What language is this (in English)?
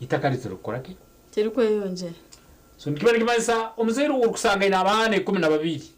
Nyankole